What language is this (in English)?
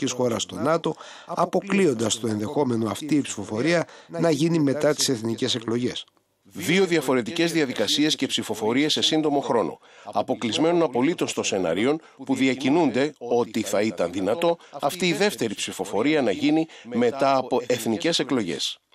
Greek